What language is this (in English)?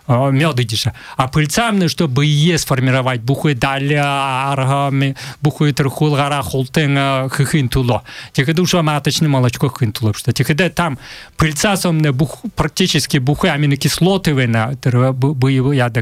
Buriat